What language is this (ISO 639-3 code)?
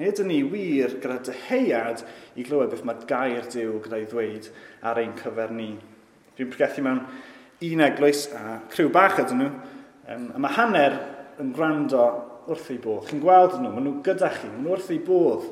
cym